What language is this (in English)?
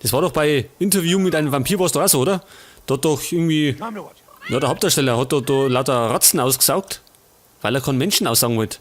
Bavarian